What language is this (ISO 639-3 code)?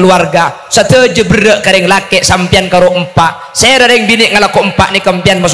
mad